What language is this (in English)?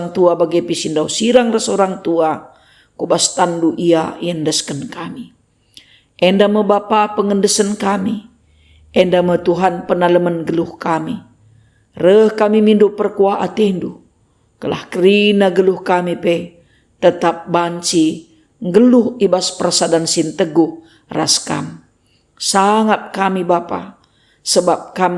Batak Karo